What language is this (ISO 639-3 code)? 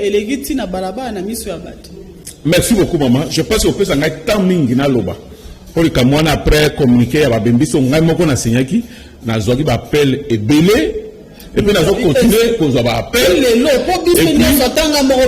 lin